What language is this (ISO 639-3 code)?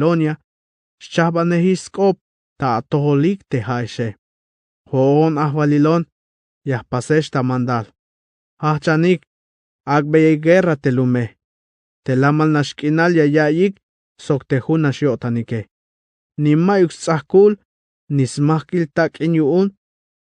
tzh